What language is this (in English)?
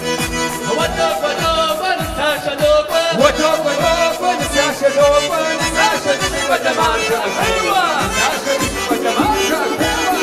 Kabardian